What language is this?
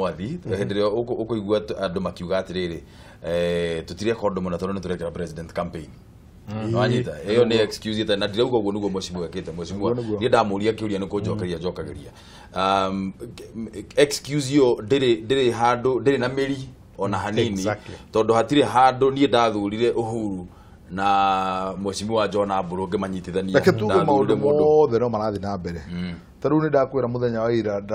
Kikuyu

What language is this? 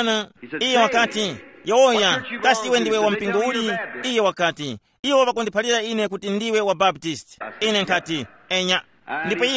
Tumbuka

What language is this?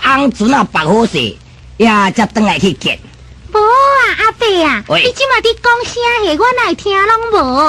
Min Nan Chinese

